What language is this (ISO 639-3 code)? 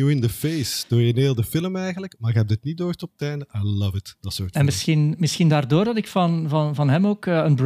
nld